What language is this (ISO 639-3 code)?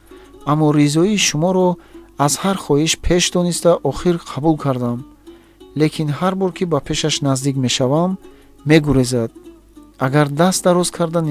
tgk